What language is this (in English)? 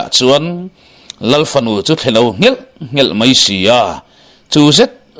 Mizo